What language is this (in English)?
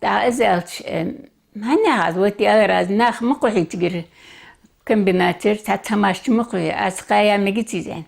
Ingush